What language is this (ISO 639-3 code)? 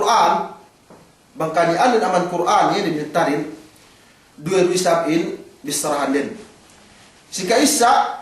yka